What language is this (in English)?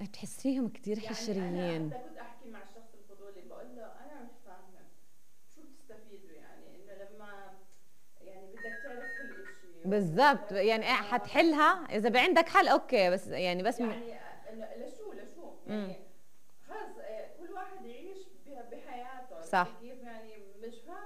North Levantine Arabic